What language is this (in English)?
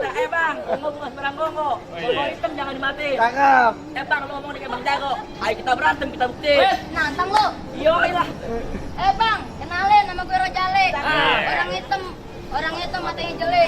Betawi